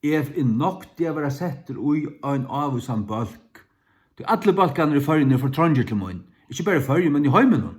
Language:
Faroese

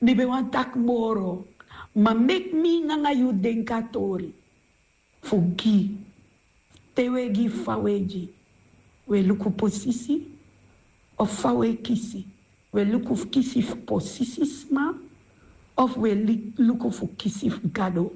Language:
Sranan Tongo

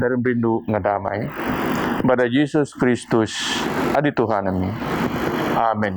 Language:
Biatah Bidayuh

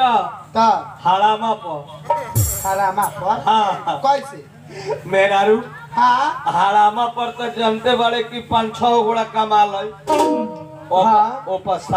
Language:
Bhojpuri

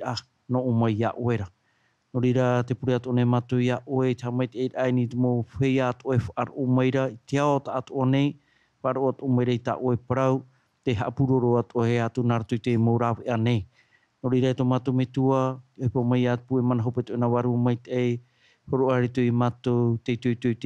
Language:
Tahitian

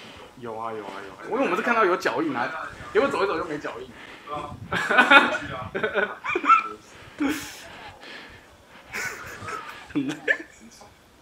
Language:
Chinese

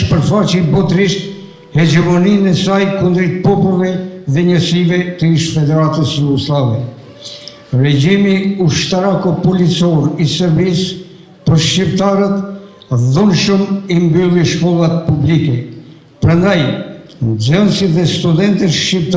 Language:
Albanian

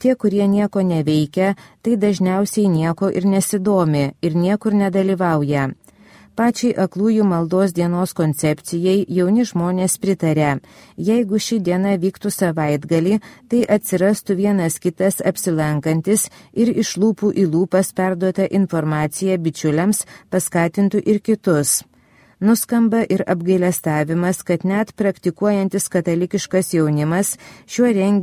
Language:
Lithuanian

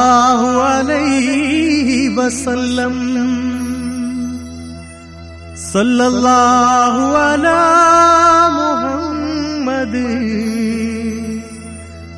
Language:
Malayalam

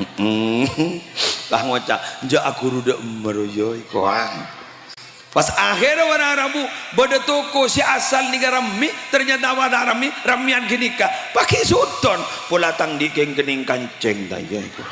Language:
Madurese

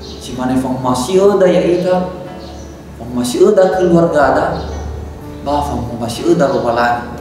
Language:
Nias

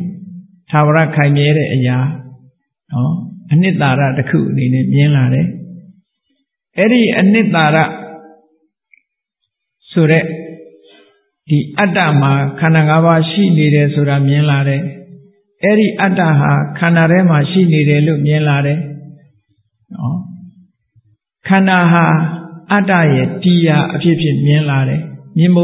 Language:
Burmese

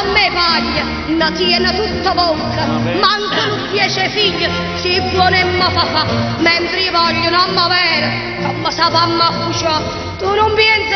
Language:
Neapolitan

